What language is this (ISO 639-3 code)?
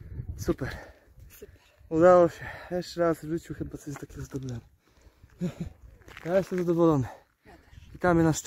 pol